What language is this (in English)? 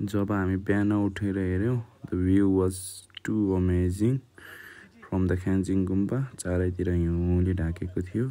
Nepali